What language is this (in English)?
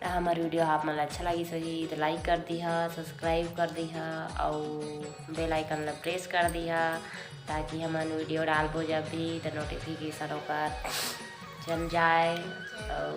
Chhattisgarhi